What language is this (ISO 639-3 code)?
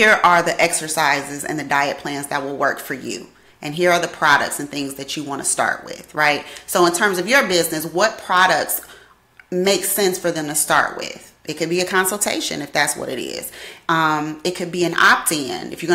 eng